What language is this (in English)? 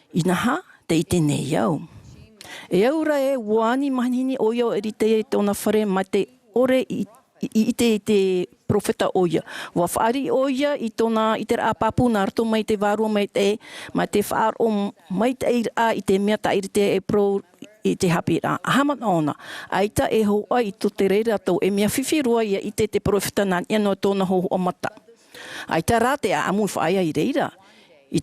Tahitian